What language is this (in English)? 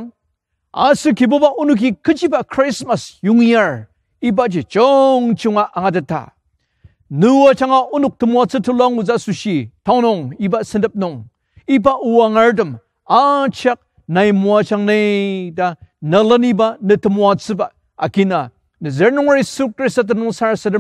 Ao Naga